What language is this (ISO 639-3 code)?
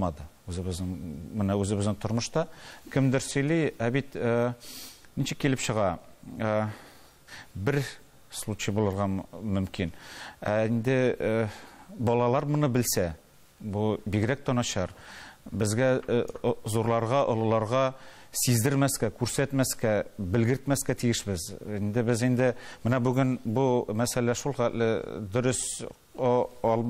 tat